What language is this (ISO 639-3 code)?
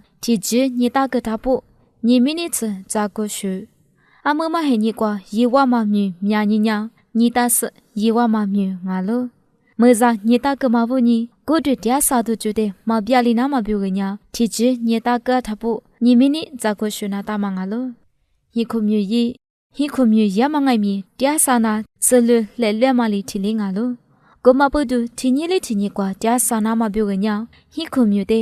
lis